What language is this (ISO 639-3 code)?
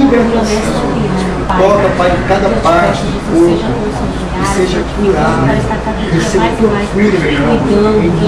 por